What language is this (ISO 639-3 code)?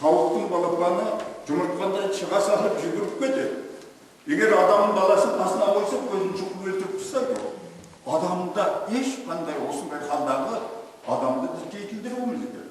kaz